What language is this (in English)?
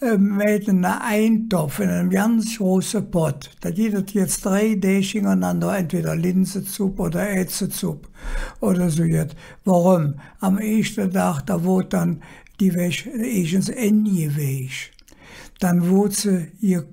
Colognian